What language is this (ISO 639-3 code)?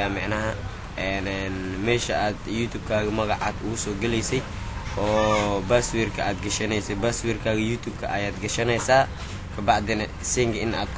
som